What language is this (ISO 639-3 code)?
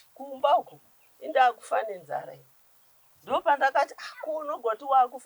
sna